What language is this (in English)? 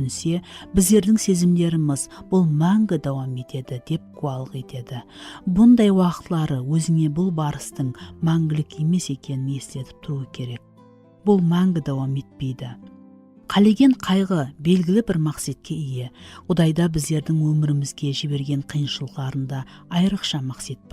Kara-Kalpak